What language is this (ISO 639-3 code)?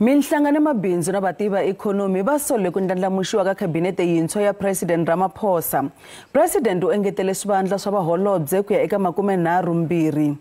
tso